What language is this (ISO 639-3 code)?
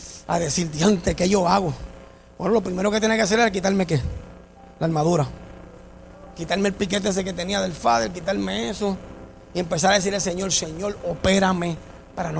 spa